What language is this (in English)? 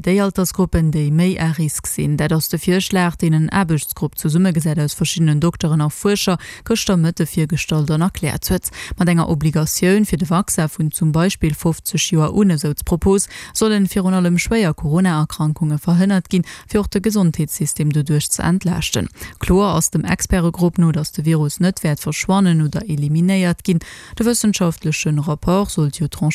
Luxembourgish